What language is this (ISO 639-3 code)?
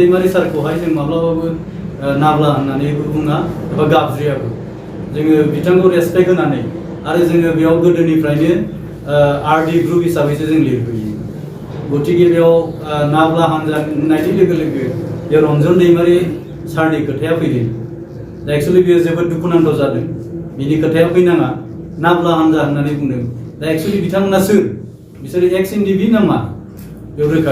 brx